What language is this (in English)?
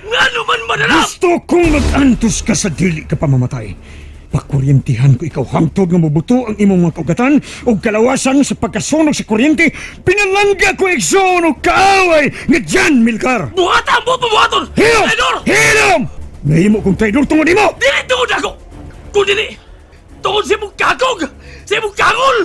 Cebuano